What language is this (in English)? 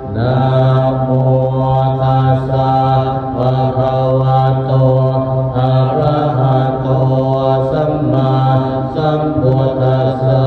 Pali